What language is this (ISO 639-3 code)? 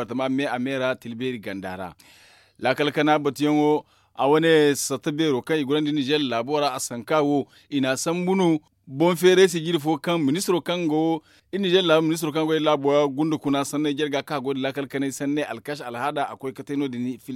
dje